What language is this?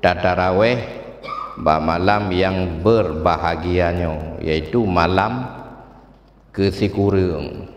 Achinese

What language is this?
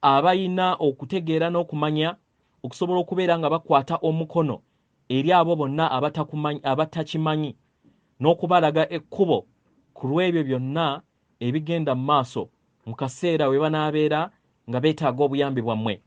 Ganda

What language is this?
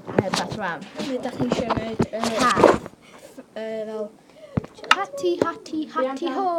Welsh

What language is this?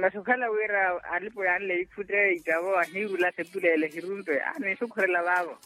Makhuwa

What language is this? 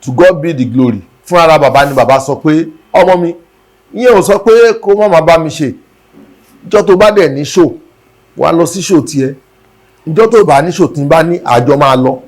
Yoruba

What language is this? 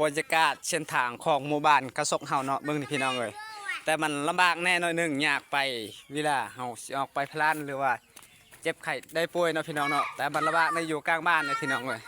Lao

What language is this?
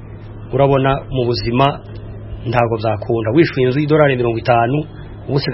Kinyarwanda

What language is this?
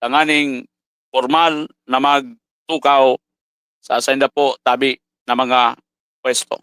Bikol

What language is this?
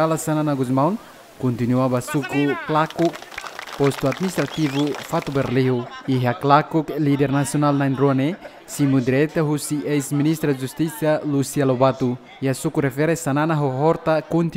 Tetum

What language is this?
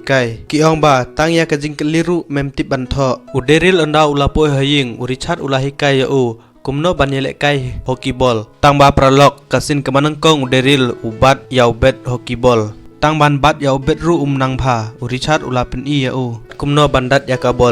Khasi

